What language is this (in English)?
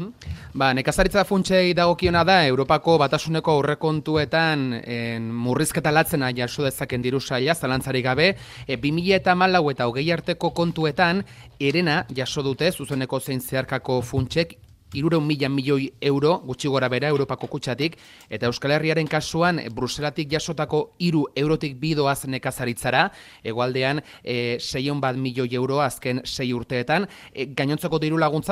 Basque